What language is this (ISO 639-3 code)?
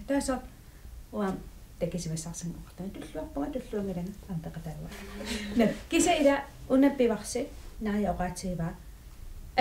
kal